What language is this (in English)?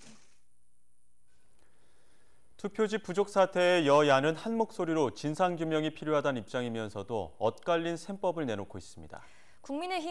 Korean